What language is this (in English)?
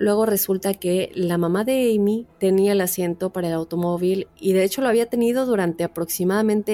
Spanish